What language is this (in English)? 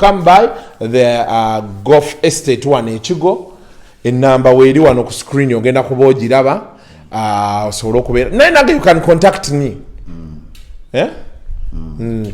Ganda